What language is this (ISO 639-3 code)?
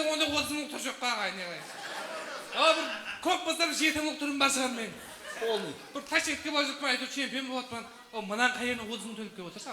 kaa